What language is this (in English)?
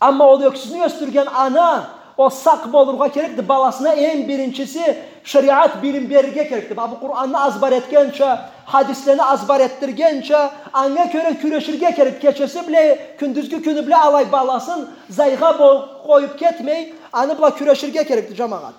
Karachay-Balkar